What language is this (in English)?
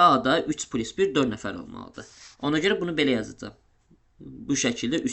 Azerbaijani